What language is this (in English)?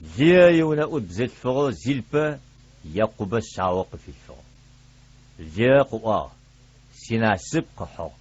Adyghe